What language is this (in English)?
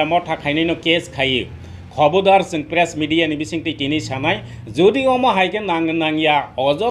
Kok Borok